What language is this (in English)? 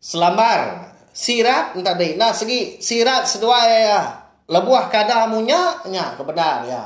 Iban